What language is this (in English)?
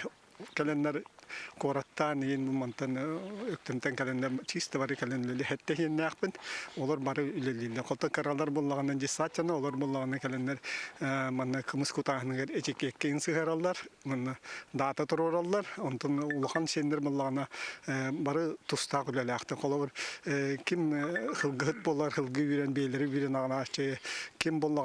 Yakut